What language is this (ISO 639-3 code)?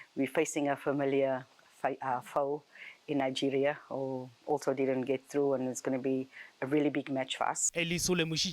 nso